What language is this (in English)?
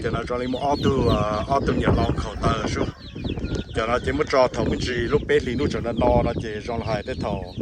Hmong